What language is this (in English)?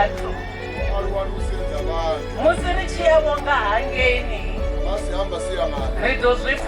Venda